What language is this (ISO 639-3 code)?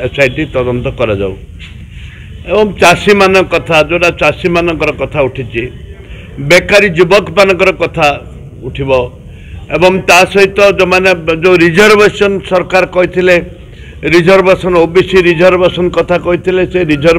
ori